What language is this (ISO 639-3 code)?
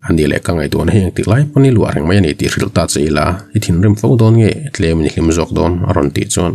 lus